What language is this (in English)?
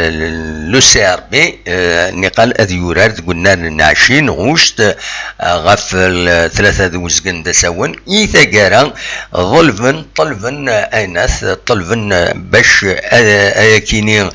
Kabyle